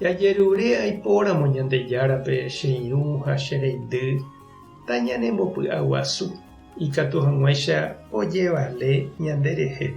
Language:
Guarani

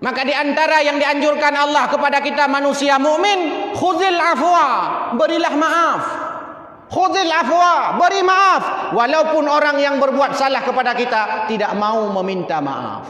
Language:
Achinese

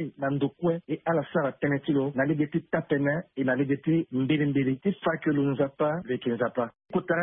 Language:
Sango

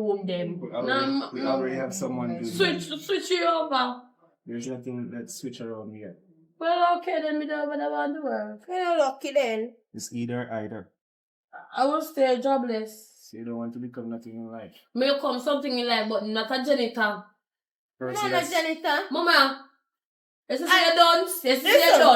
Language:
Jamaican Creole English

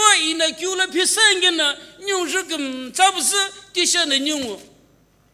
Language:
Sumi Naga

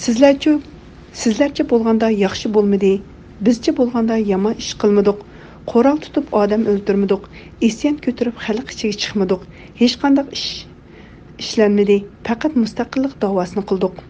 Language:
Uyghur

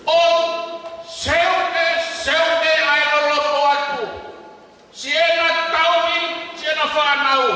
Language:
Tongan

